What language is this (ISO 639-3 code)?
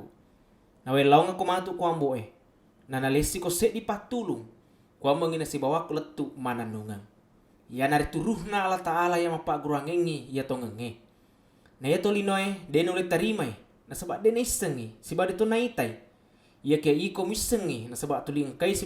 bug